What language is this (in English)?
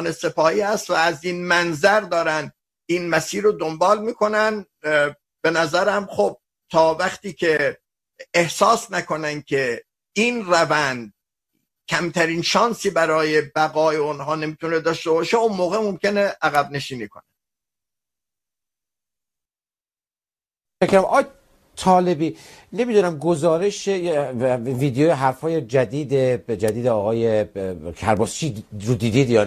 Persian